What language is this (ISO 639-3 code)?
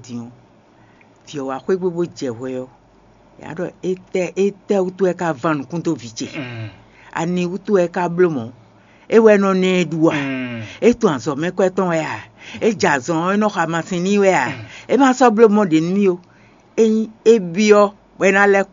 fon